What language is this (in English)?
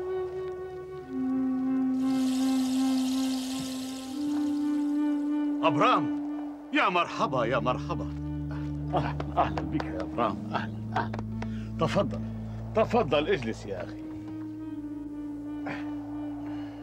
Arabic